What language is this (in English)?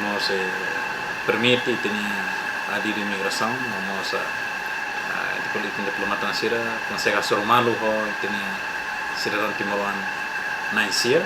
Tetum